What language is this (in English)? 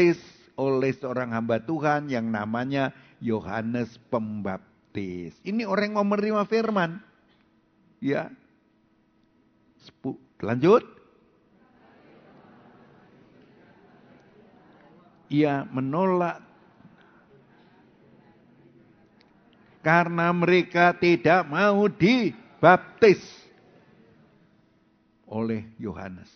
Indonesian